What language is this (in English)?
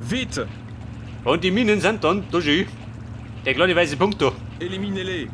Bavarian